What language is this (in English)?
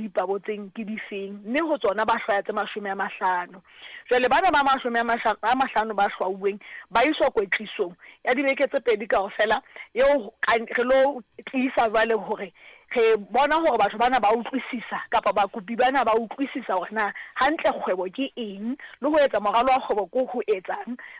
Southern Sotho